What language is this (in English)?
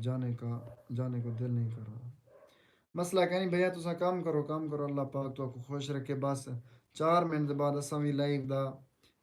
Saraiki